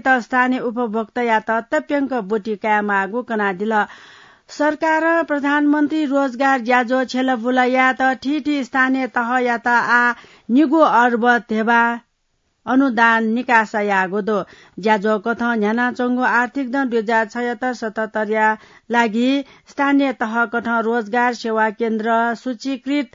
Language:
Newari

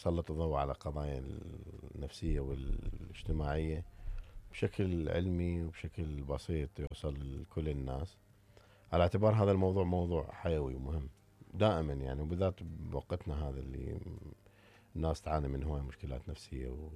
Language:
Mesopotamian Arabic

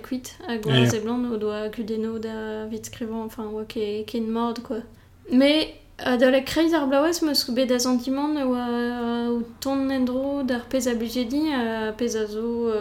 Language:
Breton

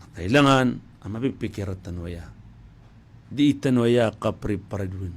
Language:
Maranao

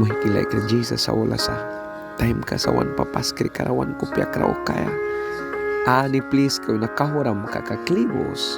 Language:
Mískito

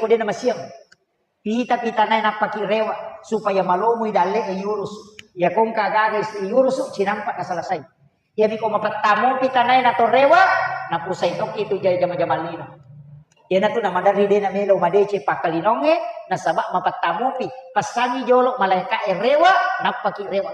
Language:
Buginese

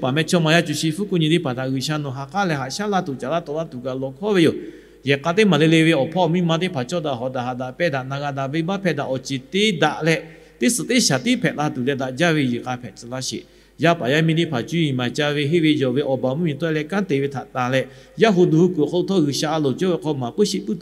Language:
Lahu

